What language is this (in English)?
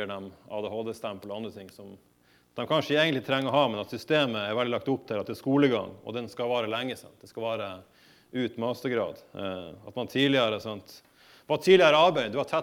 Norwegian